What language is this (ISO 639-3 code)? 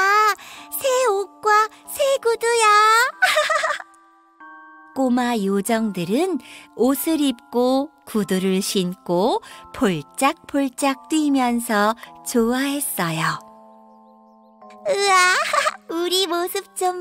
kor